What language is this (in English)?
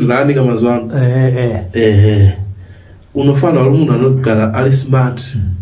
Shona